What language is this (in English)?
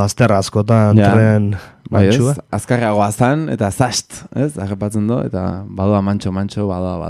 Basque